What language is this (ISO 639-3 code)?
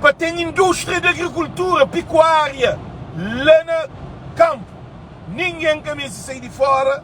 kea